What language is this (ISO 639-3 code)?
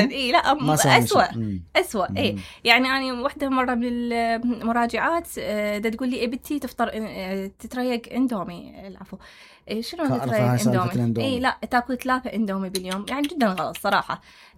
acm